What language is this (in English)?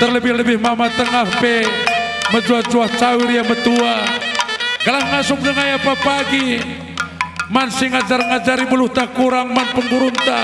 Batak Karo